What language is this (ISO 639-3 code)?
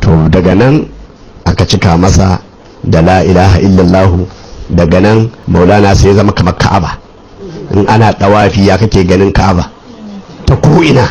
hau